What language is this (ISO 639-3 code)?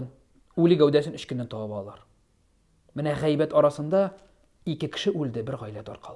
tat